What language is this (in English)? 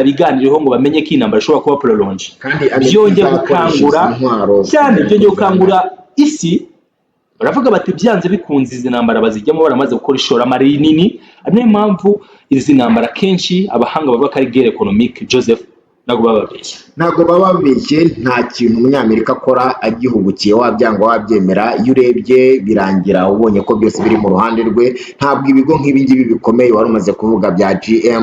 Kinyarwanda